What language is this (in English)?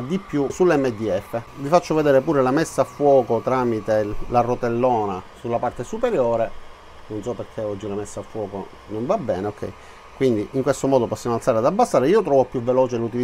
Italian